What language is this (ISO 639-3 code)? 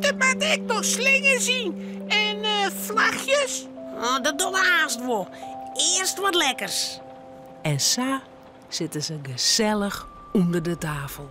fry